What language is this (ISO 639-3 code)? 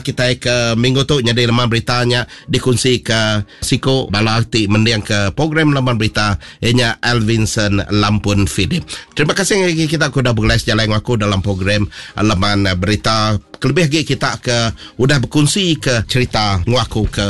iba